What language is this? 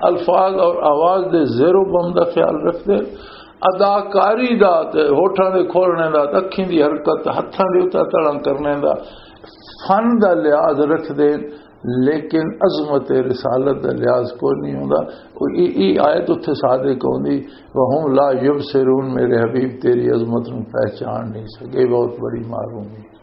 Western Panjabi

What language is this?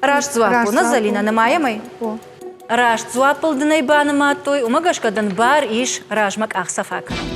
Ossetic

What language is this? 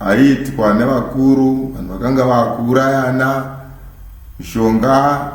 Shona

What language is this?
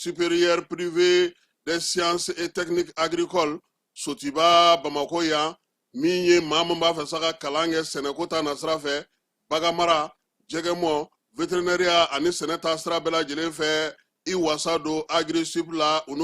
Bambara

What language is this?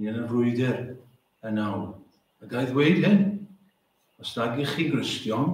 Welsh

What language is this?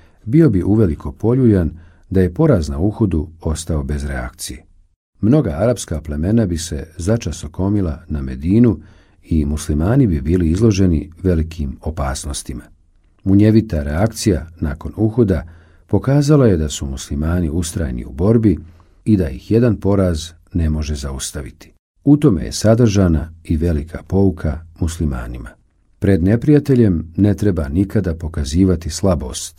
Bosnian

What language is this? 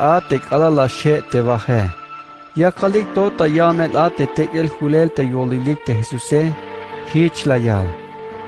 Tzeltal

